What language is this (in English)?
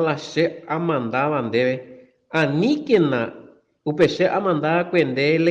Guarani